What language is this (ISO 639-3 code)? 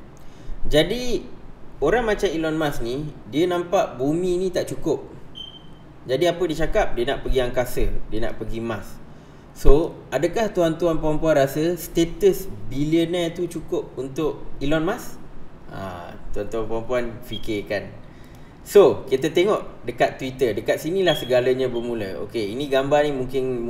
msa